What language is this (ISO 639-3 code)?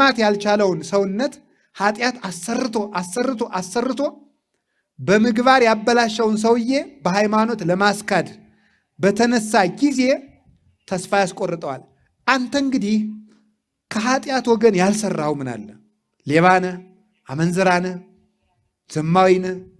amh